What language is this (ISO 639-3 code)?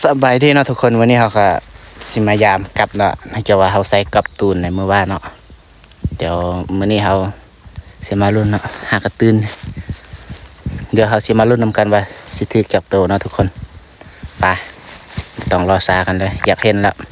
lao